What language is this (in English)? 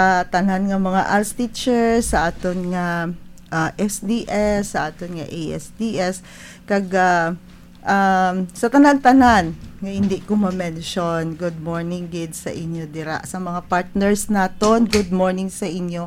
Hiligaynon